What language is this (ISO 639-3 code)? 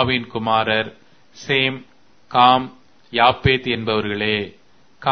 tam